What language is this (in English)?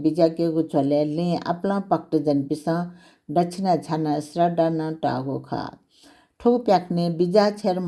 Newari